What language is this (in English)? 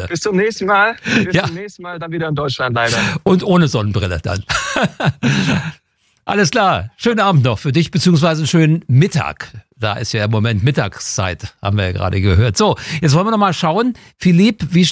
German